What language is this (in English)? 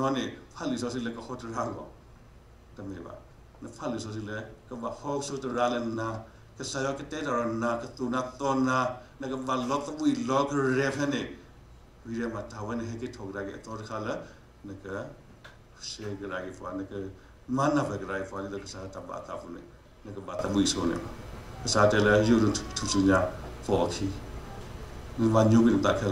S'gaw Karen